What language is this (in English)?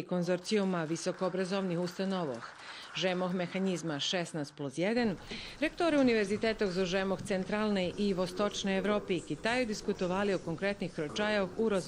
Rusyn